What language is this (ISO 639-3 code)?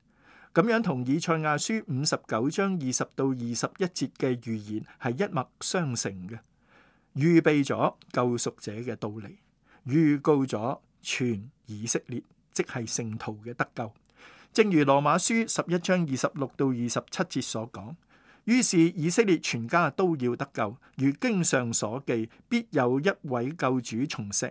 yue